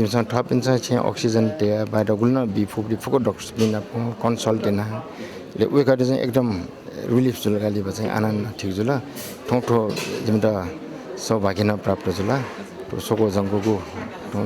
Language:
Newari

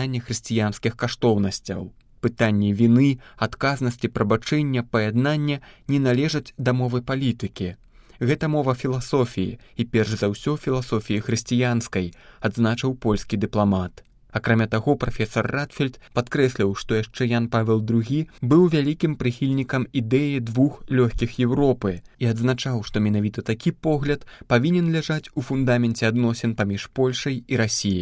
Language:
Belarusian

